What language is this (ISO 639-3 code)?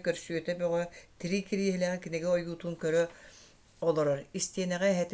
sah